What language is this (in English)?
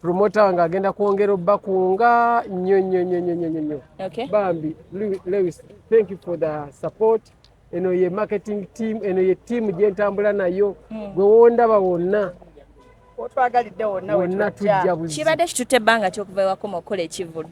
Ganda